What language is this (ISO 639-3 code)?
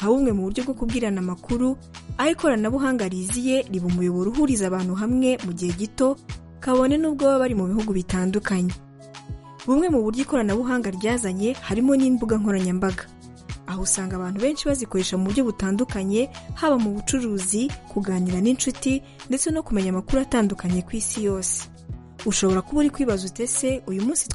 kin